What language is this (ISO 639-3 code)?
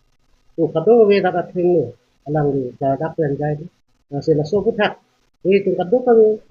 mjw